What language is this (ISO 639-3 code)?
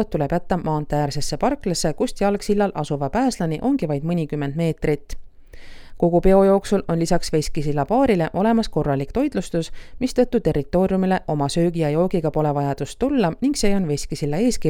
est